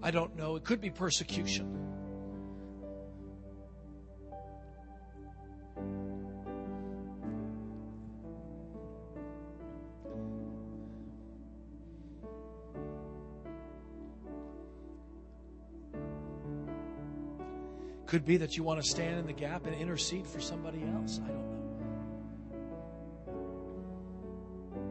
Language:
English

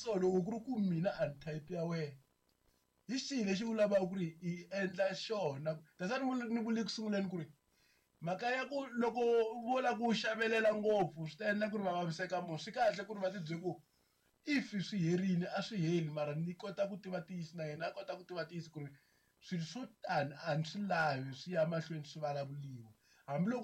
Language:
Tsonga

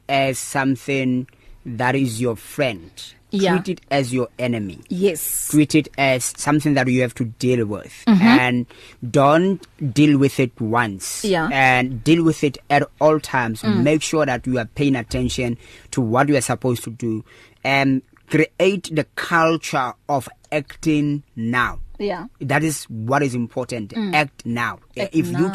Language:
English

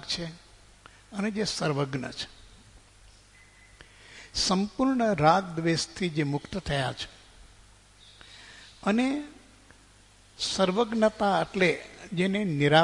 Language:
Gujarati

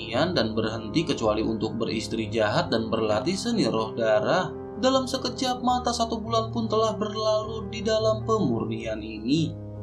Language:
Indonesian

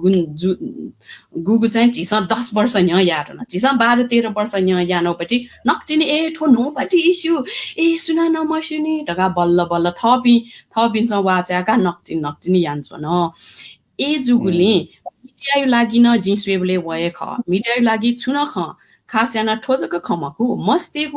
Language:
Newari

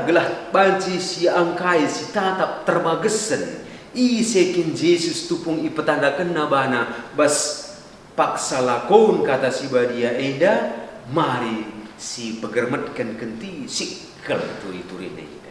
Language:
Batak Karo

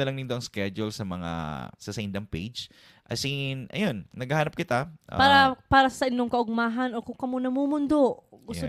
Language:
Bikol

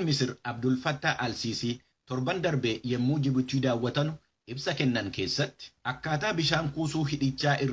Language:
Oromo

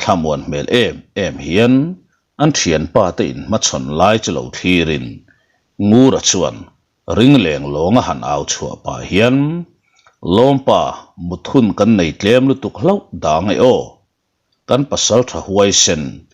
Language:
Mizo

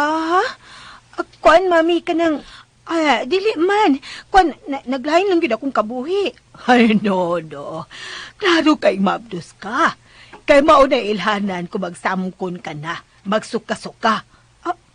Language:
Cebuano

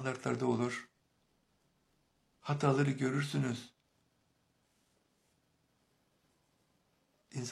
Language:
Turkish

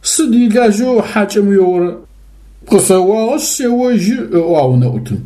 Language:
Adyghe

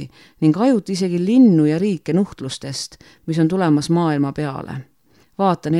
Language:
Estonian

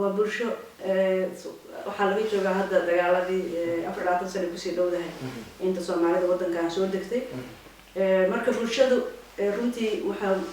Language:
Somali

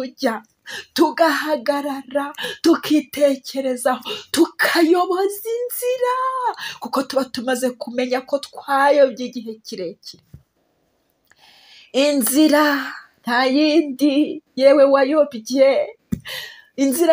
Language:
Kinyarwanda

